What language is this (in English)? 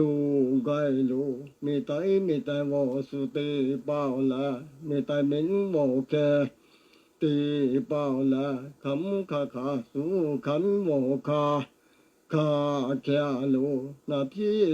Lahu